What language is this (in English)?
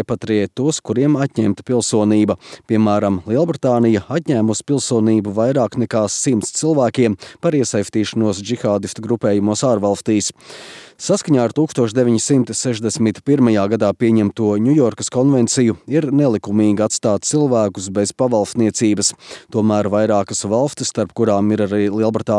Latvian